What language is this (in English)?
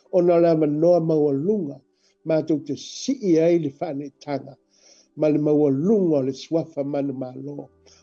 Samoan